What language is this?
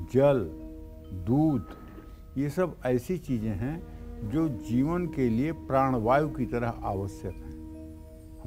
Hindi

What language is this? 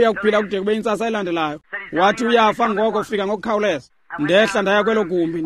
Xhosa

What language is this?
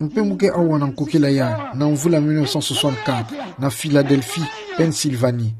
Kituba (Democratic Republic of Congo)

